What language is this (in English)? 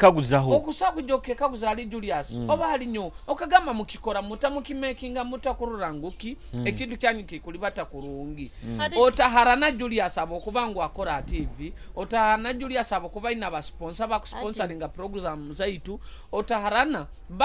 Nyoro